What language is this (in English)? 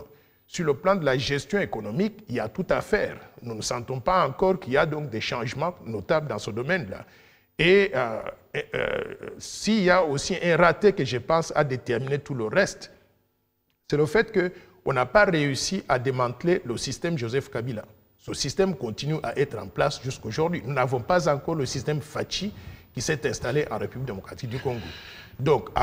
French